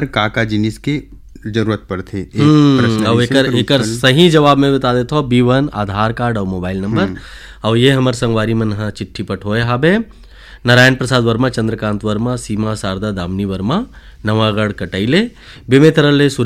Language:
Chhattisgarhi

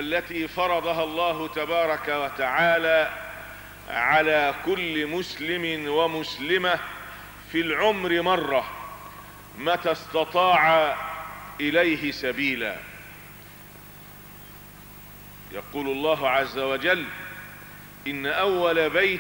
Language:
Arabic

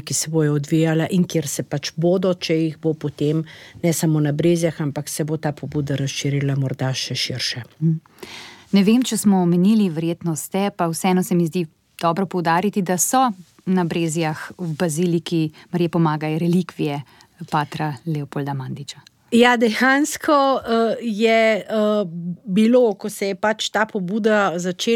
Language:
Slovenian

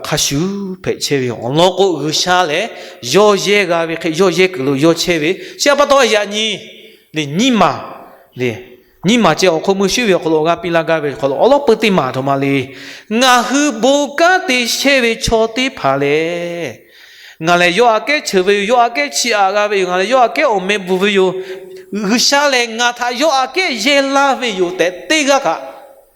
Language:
Lahu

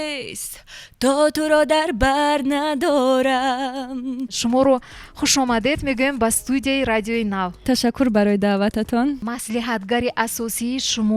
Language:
Tajik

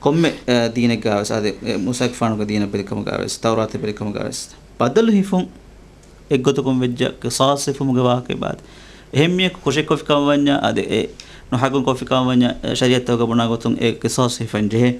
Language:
Divehi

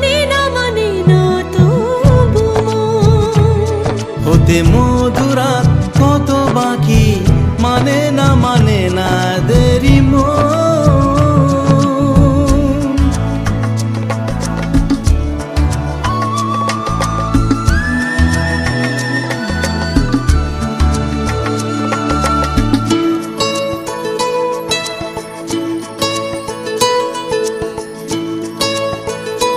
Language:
Bangla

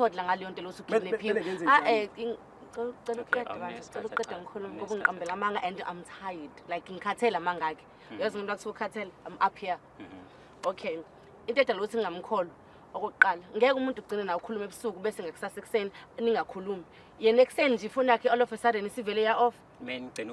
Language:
Zulu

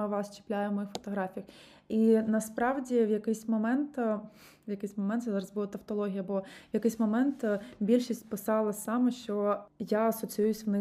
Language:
Ukrainian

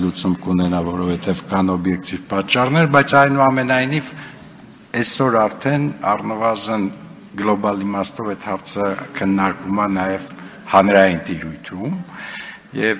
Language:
Armenian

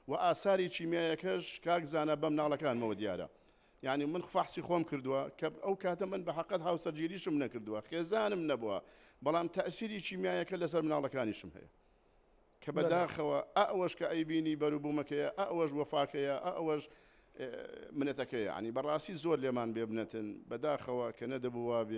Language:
Central Kurdish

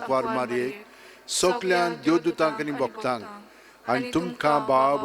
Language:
Konkani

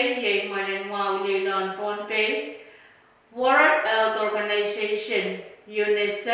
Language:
Pohnpeian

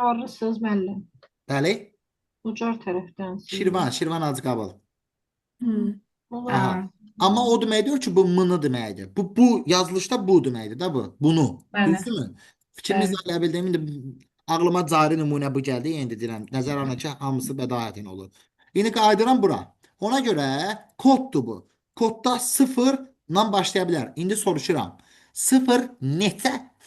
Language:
Azerbaijani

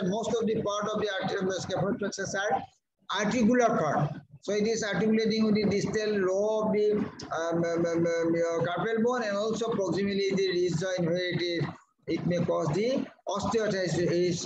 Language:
English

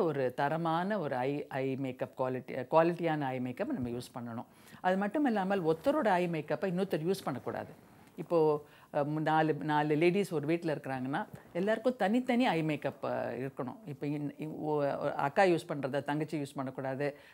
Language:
Tamil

